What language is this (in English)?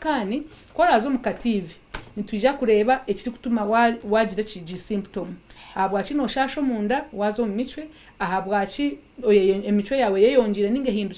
Nyankole